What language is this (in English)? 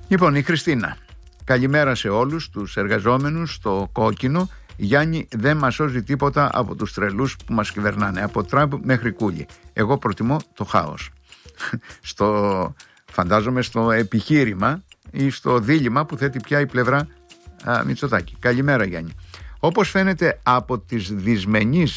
Greek